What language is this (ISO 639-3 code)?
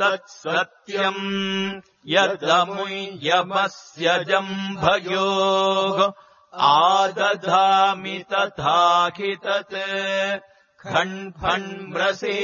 san